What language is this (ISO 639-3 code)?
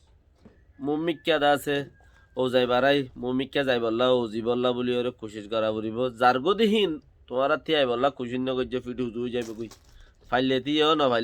rhg